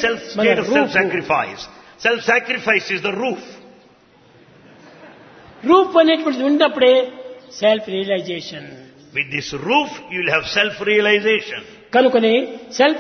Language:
Telugu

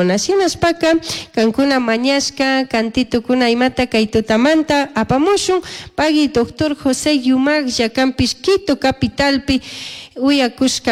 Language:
Chimborazo Highland Quichua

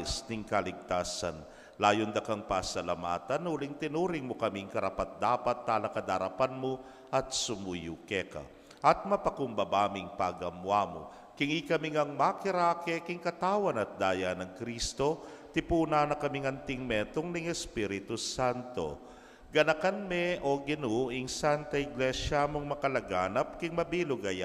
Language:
Pampanga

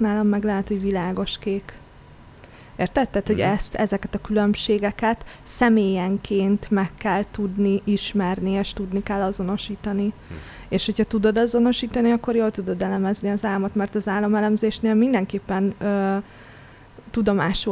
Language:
Hungarian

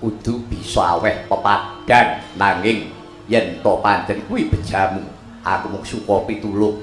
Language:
Javanese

